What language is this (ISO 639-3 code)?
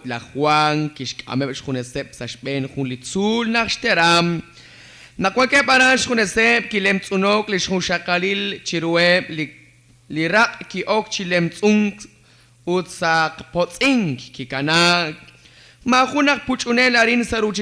kek